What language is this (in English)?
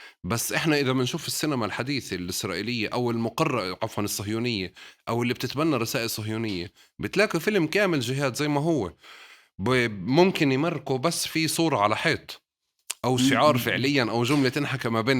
North Levantine Arabic